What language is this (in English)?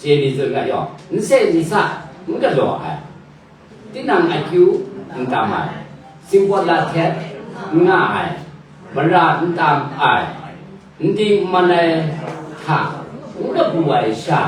Kachin